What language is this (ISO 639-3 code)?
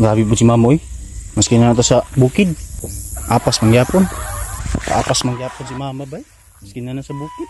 ceb